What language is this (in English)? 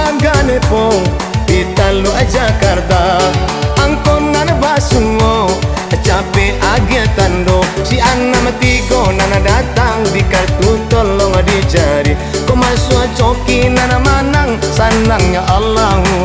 Minangkabau